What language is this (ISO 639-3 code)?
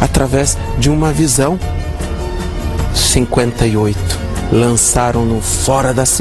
por